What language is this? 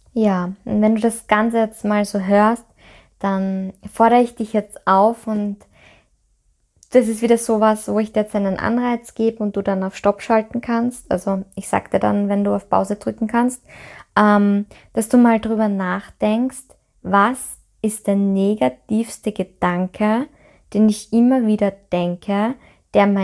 German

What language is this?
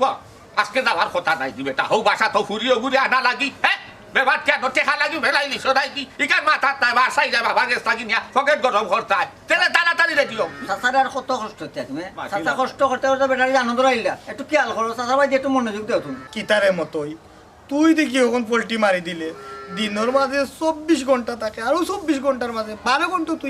Sylheti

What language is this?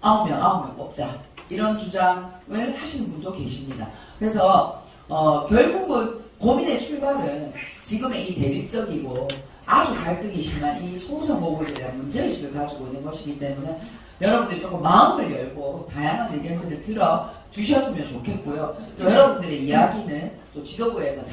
Korean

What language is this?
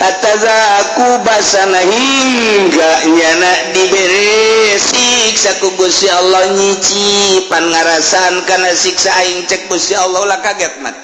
Sundanese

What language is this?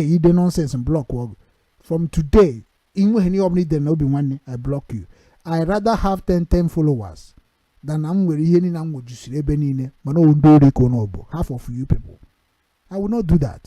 Igbo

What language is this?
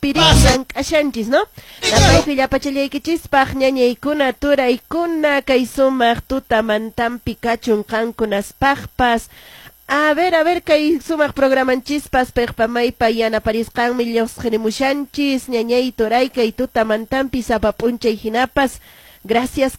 Quechua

